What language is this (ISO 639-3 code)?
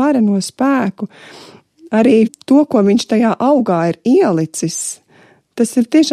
lav